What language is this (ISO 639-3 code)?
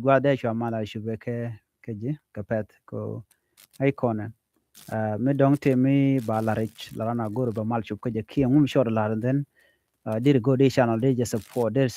nus